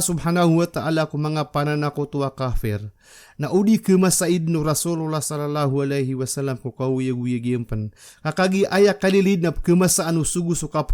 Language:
Maranao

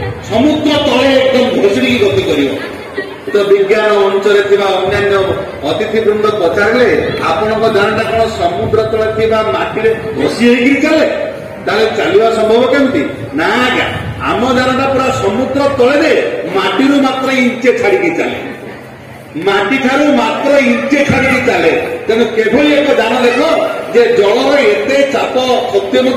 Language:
Odia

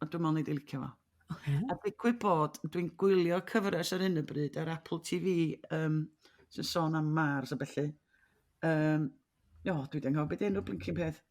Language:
Welsh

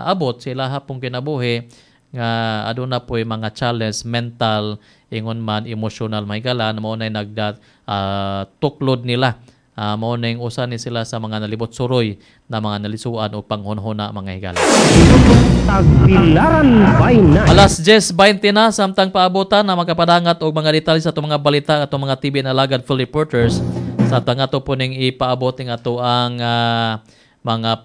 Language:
Cebuano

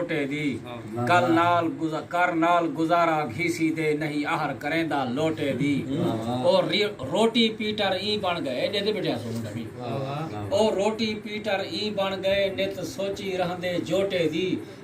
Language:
Saraiki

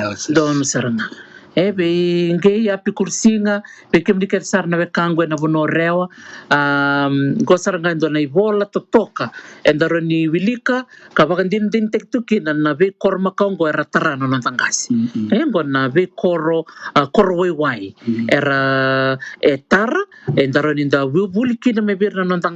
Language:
Fijian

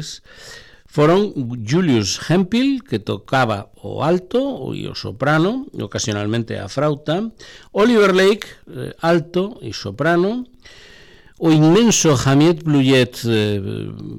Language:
Galician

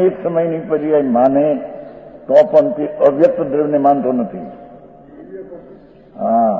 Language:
Gujarati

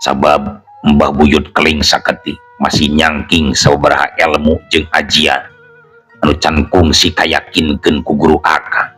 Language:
Sundanese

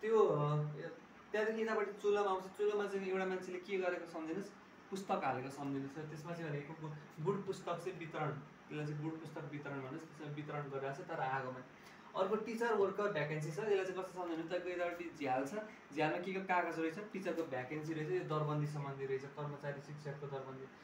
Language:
Nepali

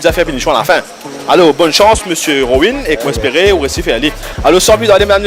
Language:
Morisyen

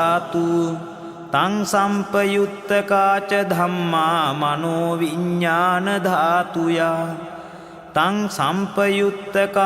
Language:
Pali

